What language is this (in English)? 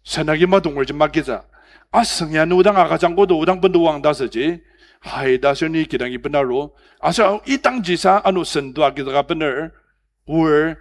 Ao Naga